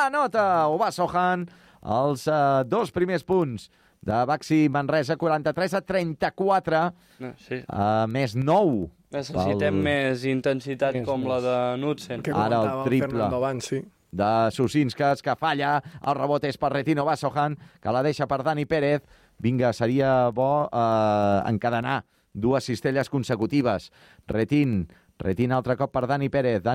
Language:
Catalan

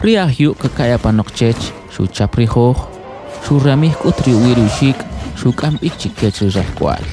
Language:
Kʼicheʼ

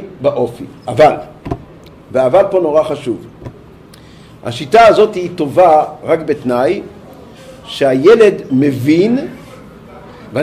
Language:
Hebrew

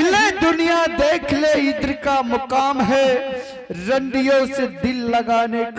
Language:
Angika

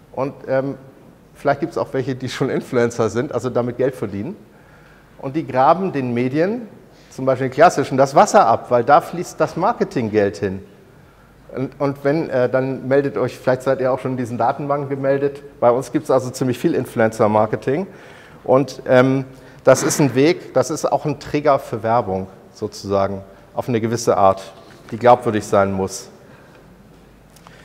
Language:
German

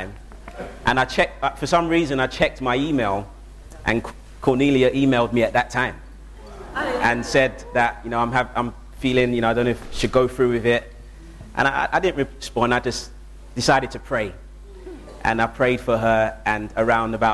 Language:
English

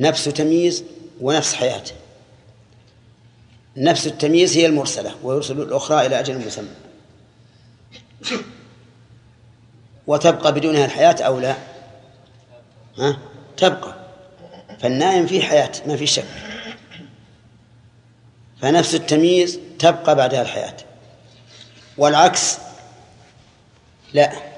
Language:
Arabic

